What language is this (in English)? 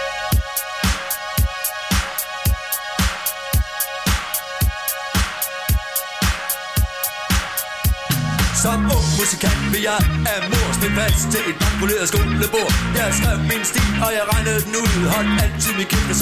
Danish